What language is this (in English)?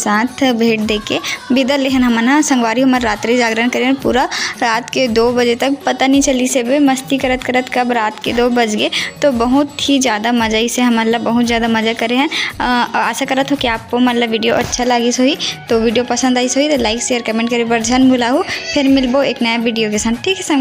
Chhattisgarhi